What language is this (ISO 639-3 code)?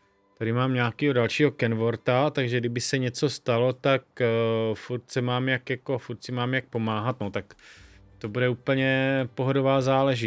ces